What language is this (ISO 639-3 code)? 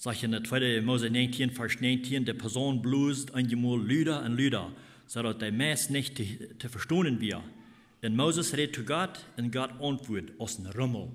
pdt